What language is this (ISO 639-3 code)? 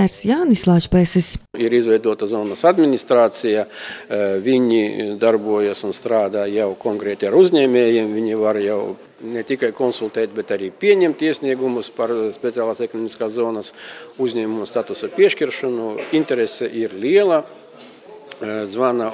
lav